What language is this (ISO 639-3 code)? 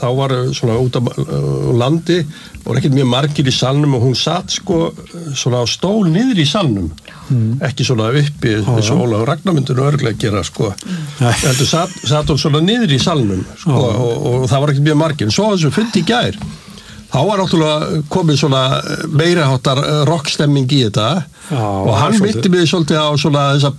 isl